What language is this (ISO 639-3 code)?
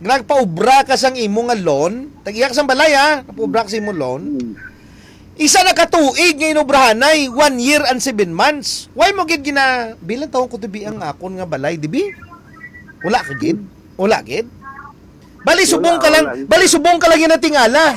hil